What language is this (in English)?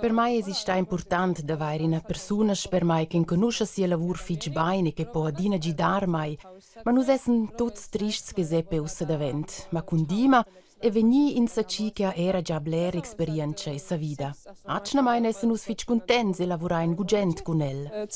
Romansh